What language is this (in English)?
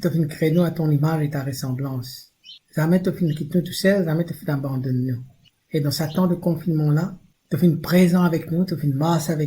Morisyen